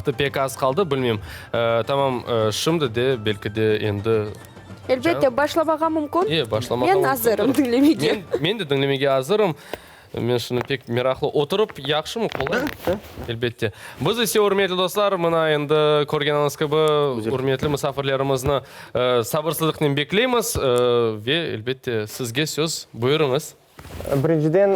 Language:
Crimean Tatar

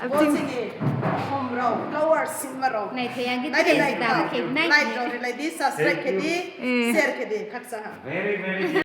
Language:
Riang (India)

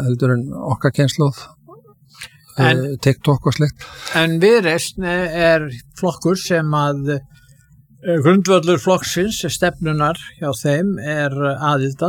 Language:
Icelandic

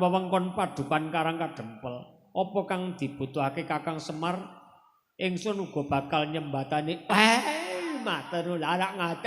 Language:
Javanese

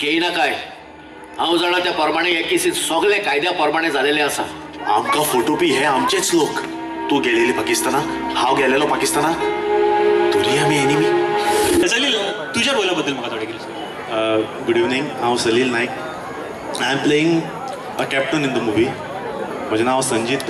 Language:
Konkani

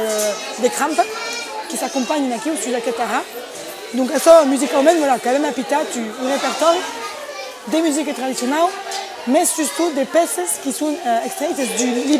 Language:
Occitan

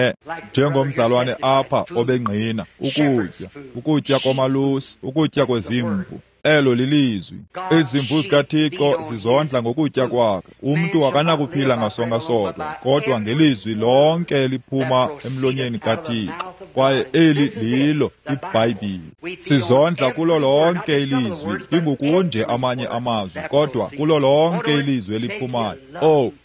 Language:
Xhosa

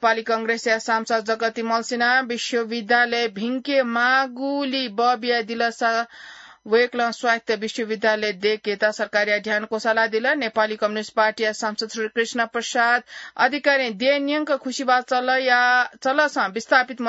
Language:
Newari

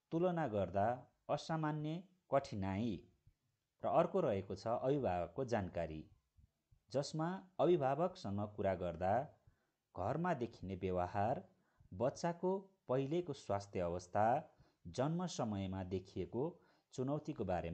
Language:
Nepali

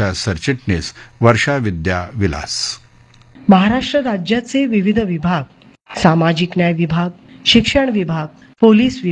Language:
Marathi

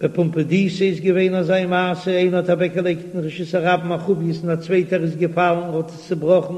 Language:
Yiddish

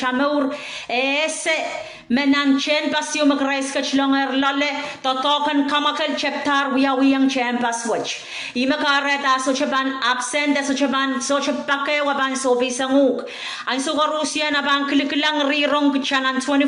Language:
Pohnpeian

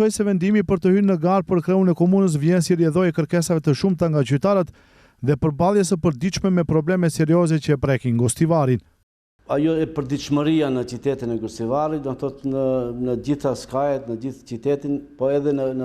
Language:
Albanian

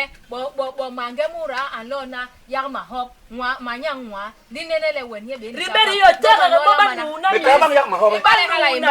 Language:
Basaa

